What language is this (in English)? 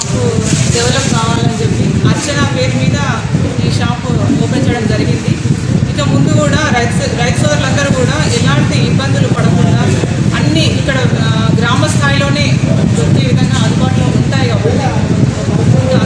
Telugu